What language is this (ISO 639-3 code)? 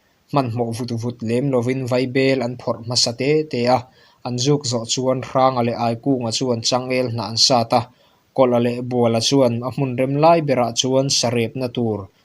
lus